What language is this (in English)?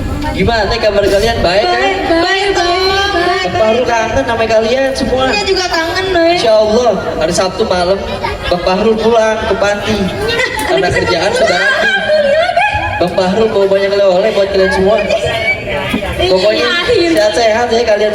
Betawi